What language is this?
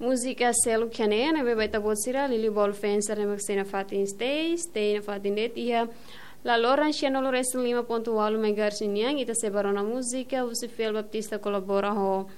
Tetum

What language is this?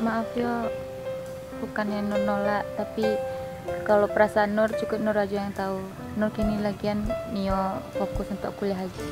Minangkabau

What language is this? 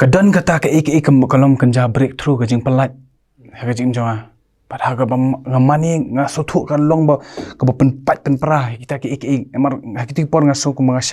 Khasi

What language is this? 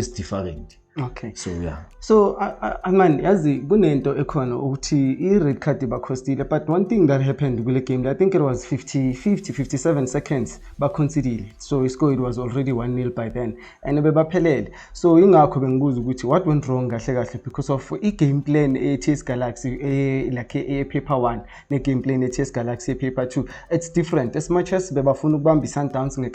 Zulu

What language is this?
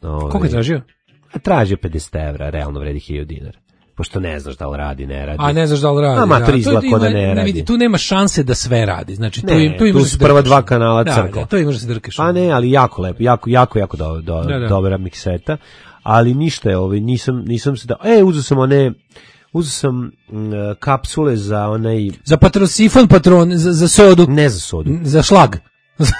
Serbian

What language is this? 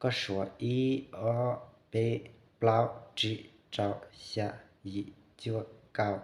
Hmong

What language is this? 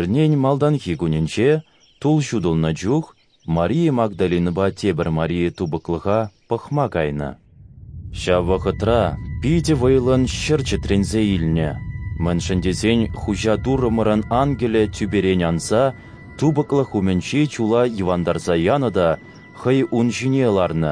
Chuvash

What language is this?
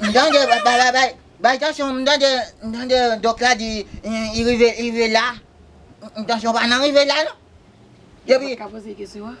Haitian Creole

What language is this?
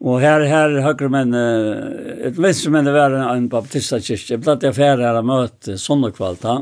Faroese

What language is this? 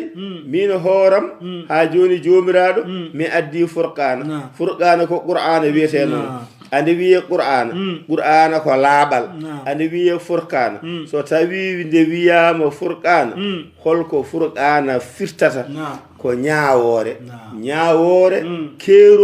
Fula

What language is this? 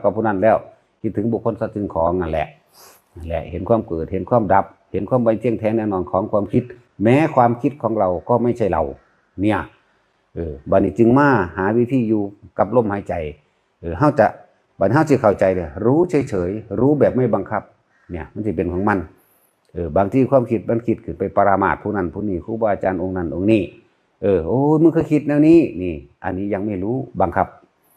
Northeastern Thai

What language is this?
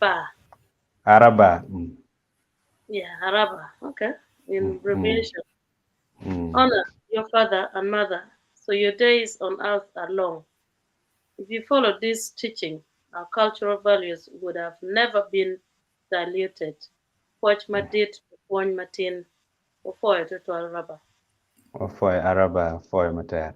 Acoli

